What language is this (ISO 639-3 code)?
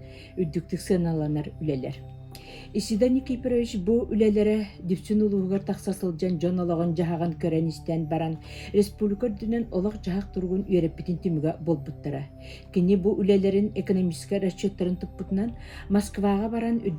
sah